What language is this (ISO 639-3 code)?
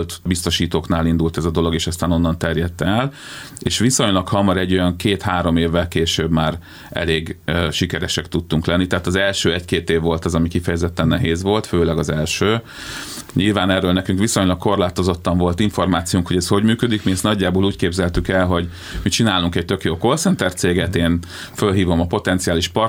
hun